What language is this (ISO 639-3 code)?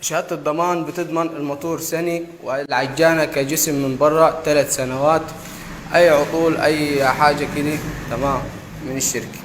arz